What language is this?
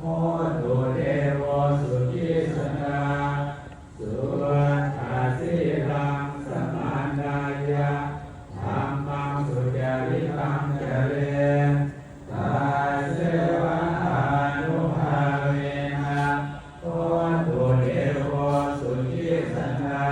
Pali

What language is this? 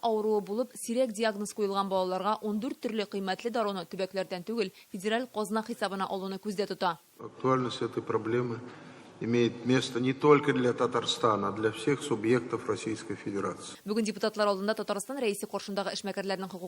Tatar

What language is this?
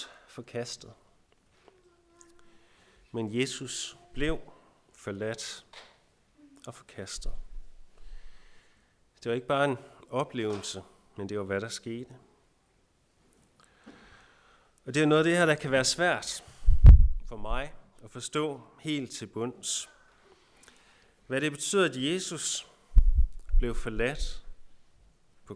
Danish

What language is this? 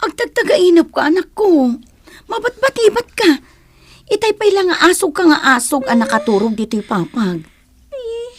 Iloko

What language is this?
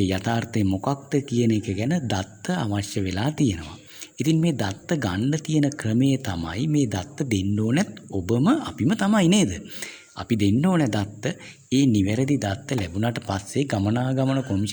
Sinhala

